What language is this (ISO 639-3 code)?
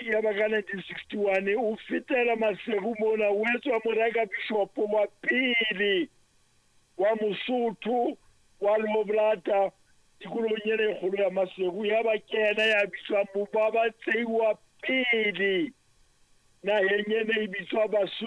sot